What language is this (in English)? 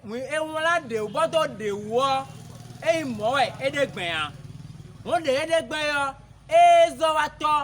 Fon